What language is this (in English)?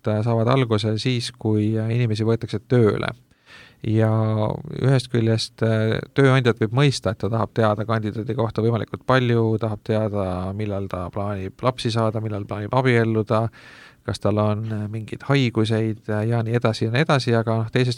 Estonian